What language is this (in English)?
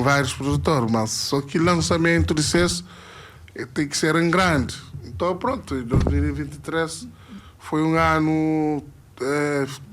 Kabuverdianu